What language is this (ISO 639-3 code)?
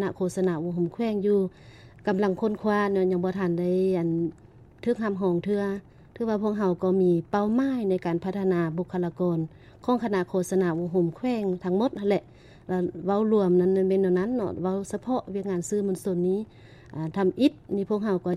lao